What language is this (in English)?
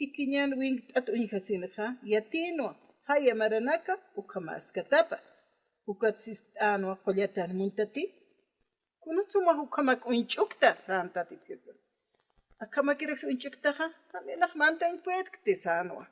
Aymara